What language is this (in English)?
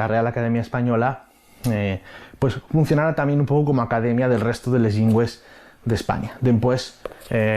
Asturian